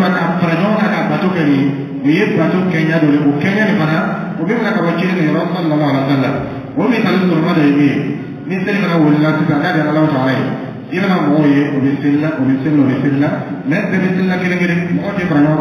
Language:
Dyula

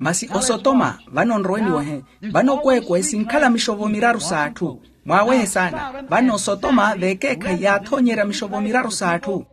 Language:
Makhuwa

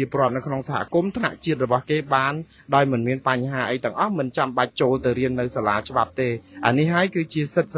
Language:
Khmer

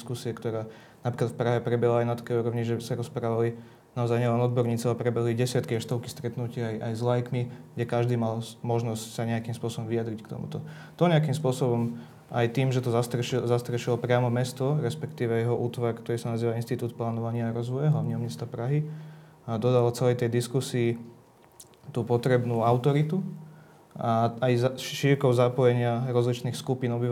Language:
Slovak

